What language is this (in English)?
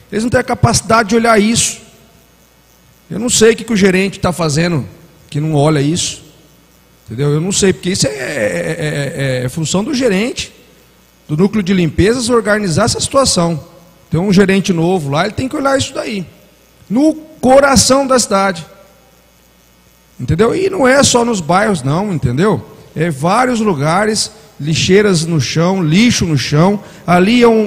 Portuguese